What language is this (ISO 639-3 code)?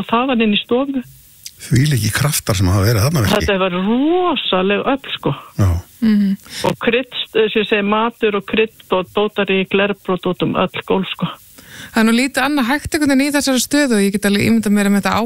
isl